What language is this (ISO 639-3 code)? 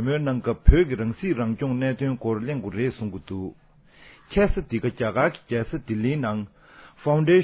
bod